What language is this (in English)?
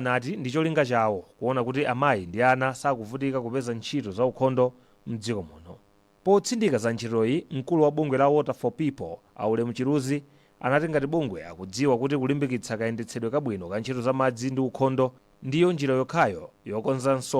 Nyanja